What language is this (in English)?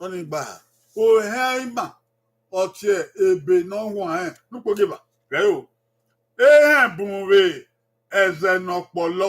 Bini